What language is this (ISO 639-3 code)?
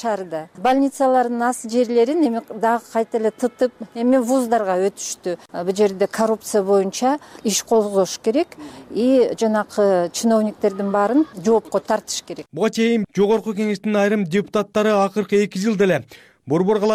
kir